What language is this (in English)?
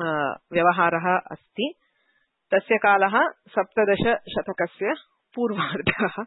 Sanskrit